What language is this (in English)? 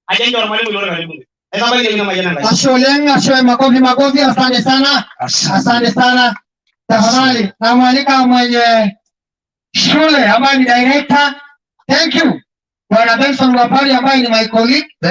Masai